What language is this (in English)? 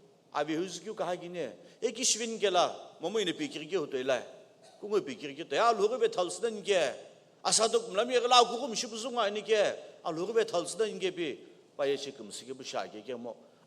Sumi Naga